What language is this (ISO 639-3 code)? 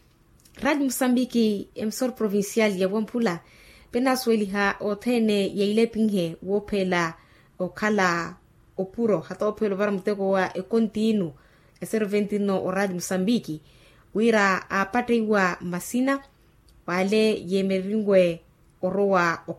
vmw